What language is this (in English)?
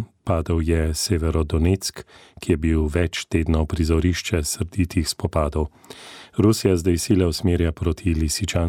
Slovenian